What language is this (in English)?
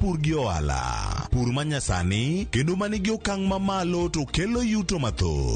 Luo (Kenya and Tanzania)